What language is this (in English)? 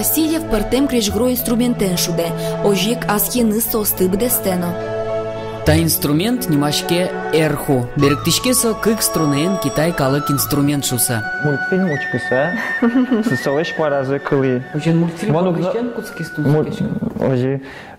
Udmurt